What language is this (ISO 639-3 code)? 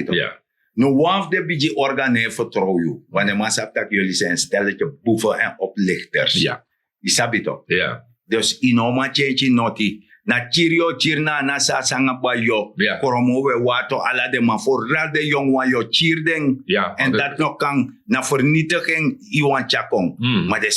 srn